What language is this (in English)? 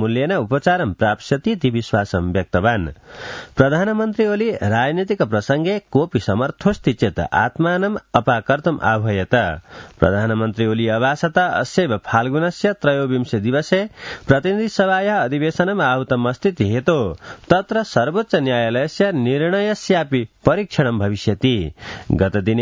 Sanskrit